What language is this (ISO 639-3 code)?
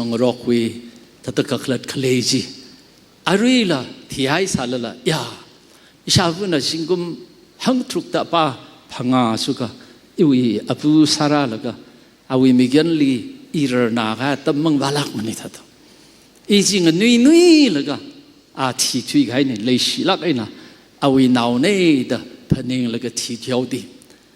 nmf